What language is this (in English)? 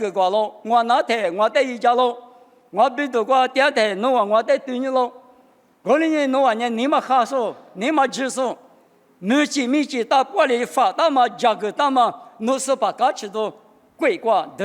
Lisu